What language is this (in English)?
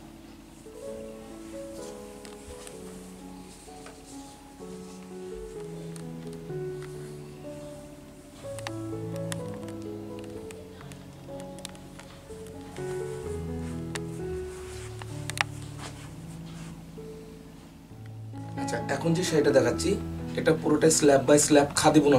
Bangla